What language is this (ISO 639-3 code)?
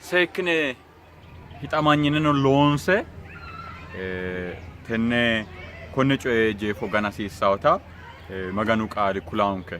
sid